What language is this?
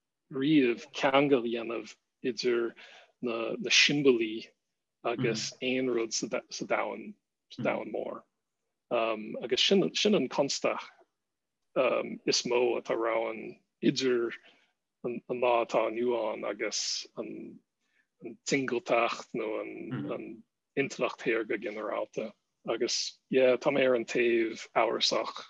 Irish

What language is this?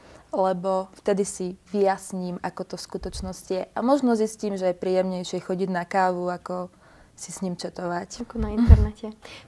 Slovak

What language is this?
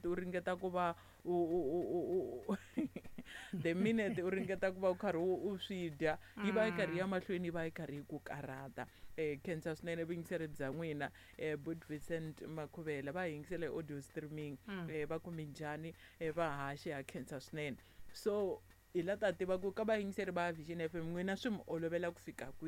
Tsonga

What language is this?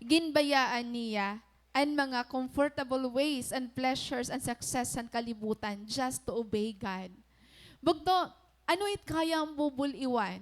Waray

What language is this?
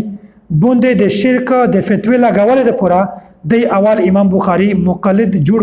Pashto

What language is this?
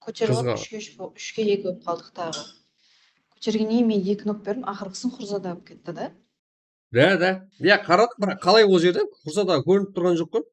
Kara-Kalpak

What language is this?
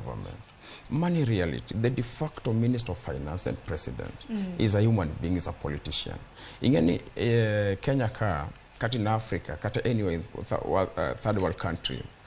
Luo (Kenya and Tanzania)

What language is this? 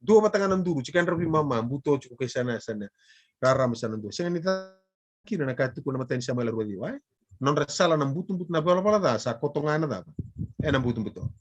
Fijian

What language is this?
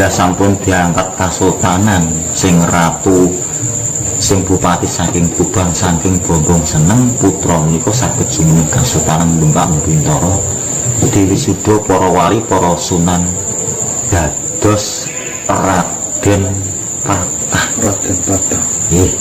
Javanese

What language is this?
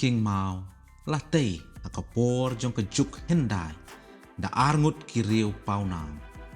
Khasi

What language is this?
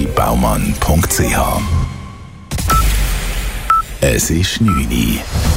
German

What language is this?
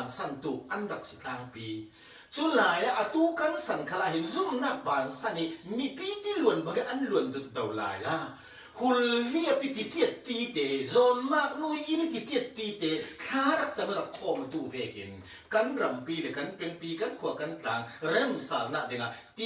Falam Chin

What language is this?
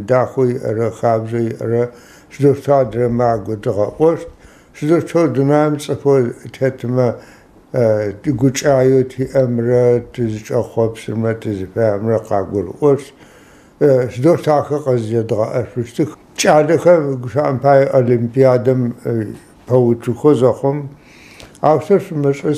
Adyghe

